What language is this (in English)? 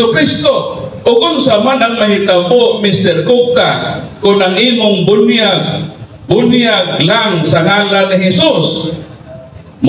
Cebuano